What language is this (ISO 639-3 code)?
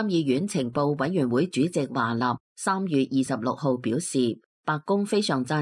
yue